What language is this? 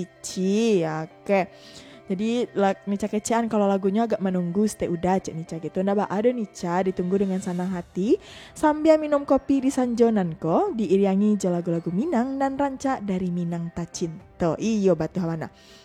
Minangkabau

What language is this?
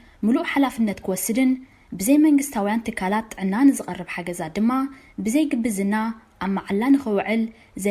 Tigrinya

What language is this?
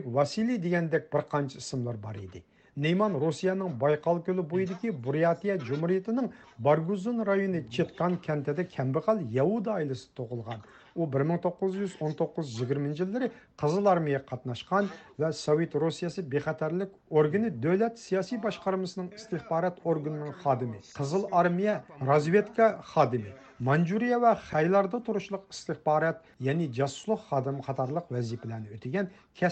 Uyghur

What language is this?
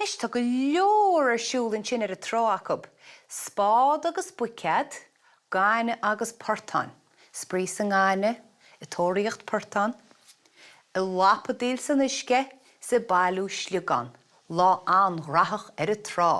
Irish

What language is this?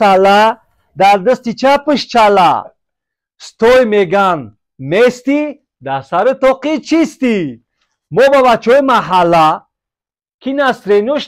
Tajik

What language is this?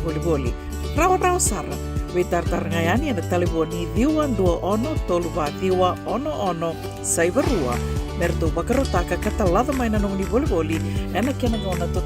Fijian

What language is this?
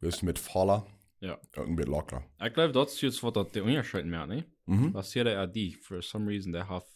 Plautdietsch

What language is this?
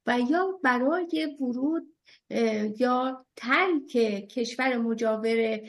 Persian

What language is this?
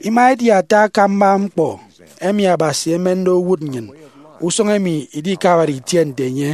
Efik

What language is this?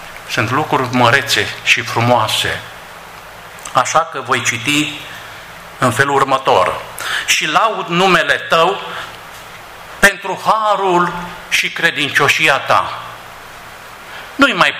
Romanian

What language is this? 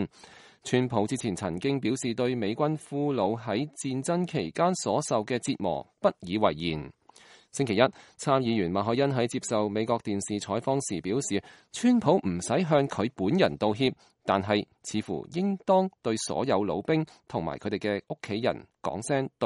Cantonese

